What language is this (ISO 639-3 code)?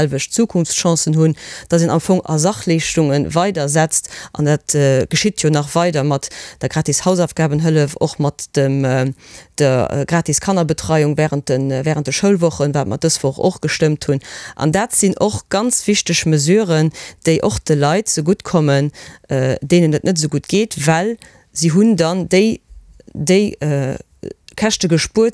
ltz